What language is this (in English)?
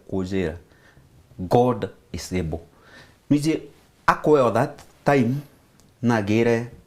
Meru